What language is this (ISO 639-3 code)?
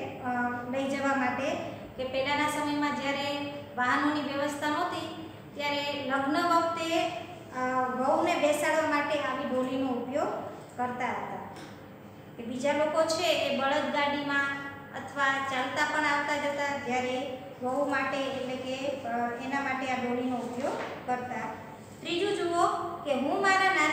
guj